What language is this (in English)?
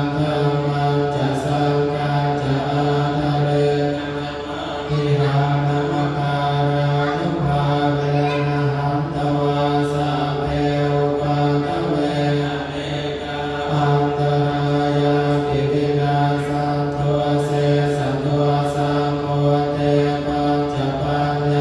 Pali